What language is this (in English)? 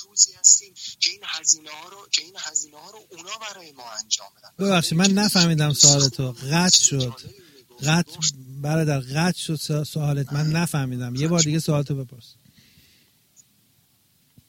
Persian